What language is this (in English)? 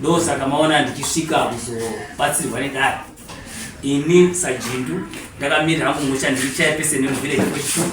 Shona